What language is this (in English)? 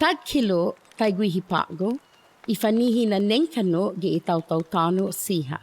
Chamorro